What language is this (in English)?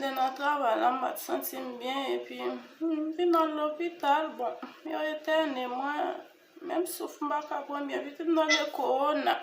Haitian Creole